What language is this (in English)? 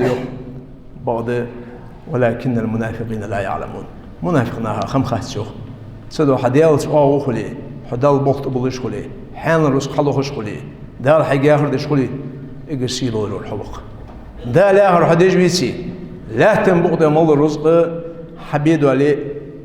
Ingush